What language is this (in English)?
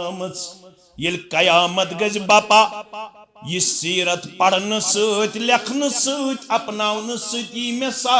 Kashmiri